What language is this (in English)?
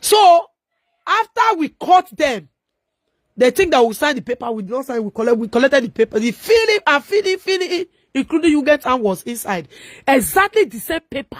Nigerian Pidgin